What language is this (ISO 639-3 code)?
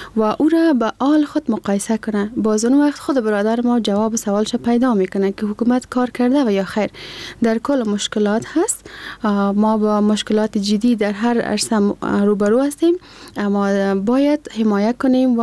fas